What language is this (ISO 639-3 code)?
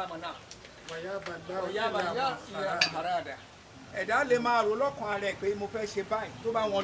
yor